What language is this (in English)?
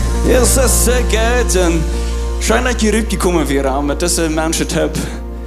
Plautdietsch